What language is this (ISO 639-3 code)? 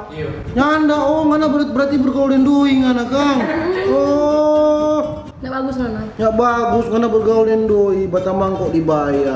xmm